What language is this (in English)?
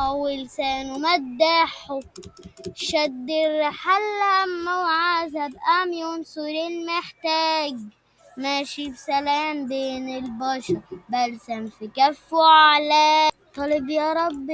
Egyptian Arabic